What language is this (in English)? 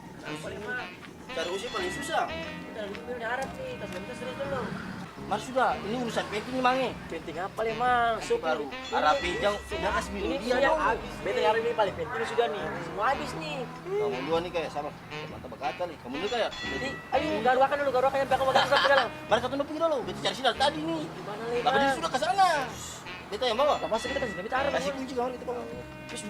Ambonese Malay